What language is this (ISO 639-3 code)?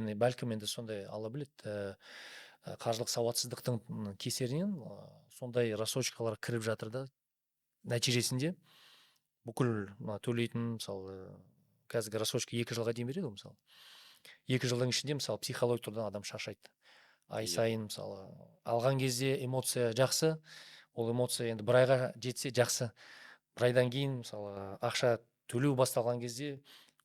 kaz